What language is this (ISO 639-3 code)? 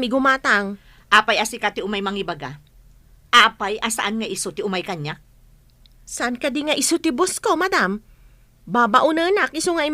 ilo